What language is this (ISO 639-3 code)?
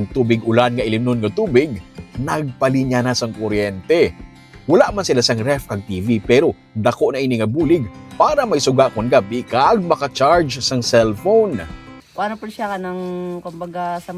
hil